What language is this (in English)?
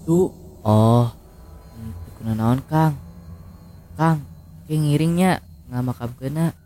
Sundanese